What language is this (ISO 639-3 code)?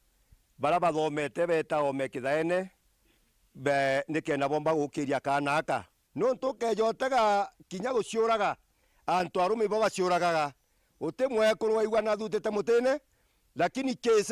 mer